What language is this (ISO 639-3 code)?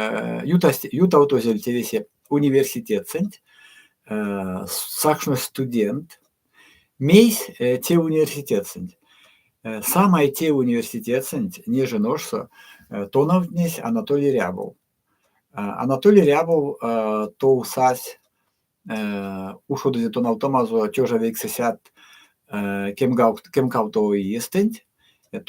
myv